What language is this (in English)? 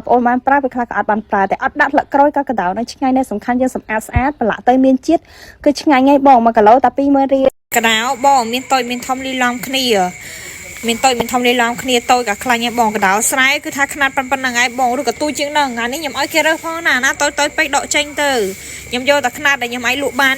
Khmer